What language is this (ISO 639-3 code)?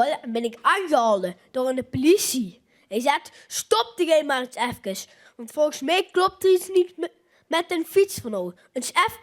lim